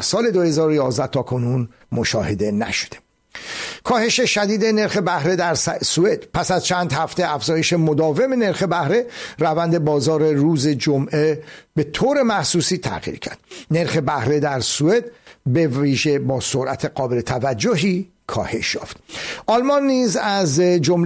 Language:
Persian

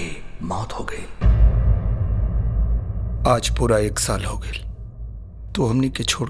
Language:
Bhojpuri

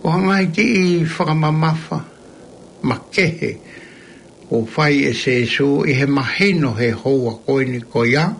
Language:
Tongan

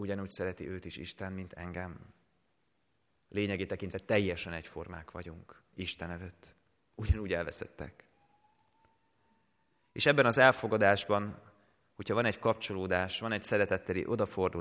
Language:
Hungarian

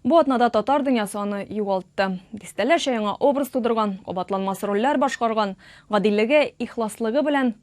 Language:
Tatar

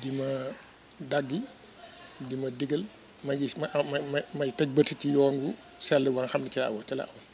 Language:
Wolof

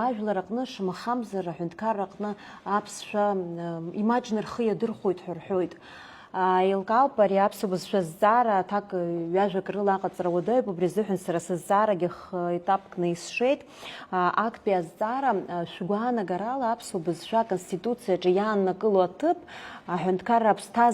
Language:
Abkhazian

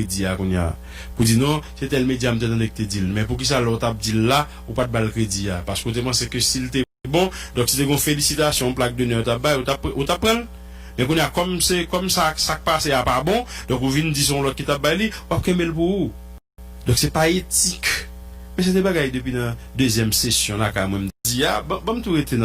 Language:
Haitian Creole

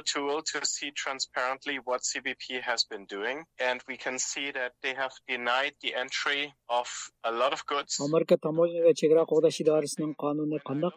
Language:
Uyghur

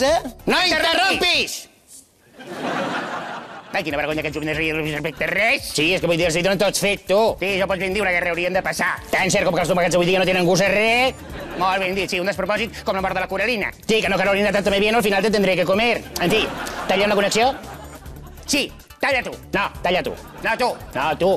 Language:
Catalan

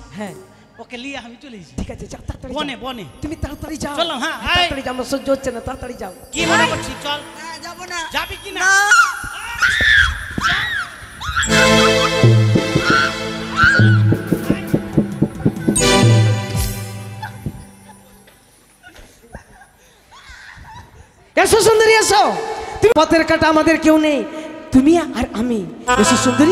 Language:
Bangla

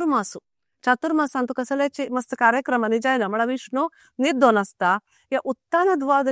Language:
Konkani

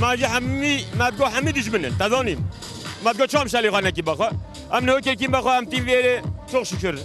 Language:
Kurdish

